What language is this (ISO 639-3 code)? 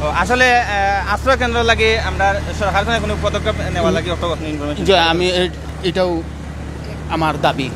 syl